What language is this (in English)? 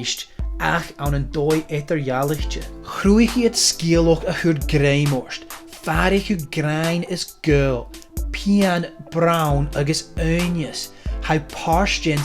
Scottish Gaelic